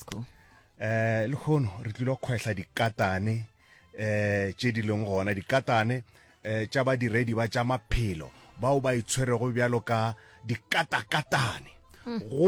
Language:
Northern Sotho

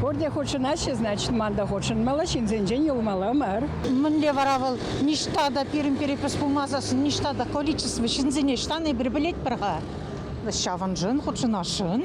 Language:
Chuvash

